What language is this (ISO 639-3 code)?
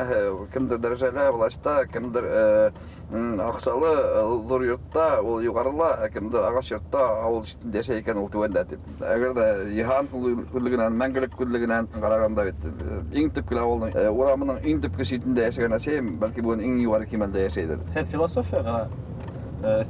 bak